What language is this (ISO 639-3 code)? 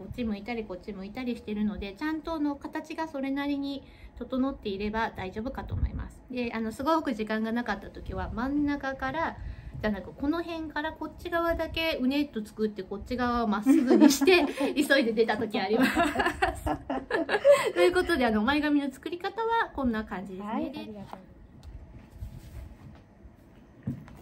jpn